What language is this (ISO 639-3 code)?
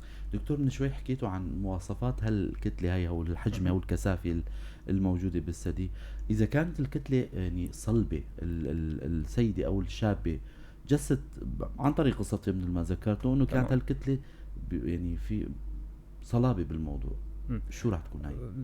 apc